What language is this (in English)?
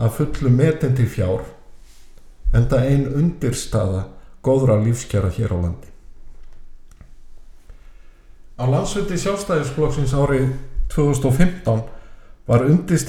Icelandic